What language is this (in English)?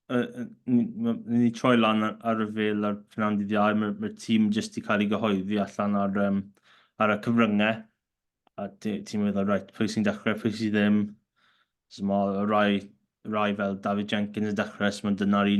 Welsh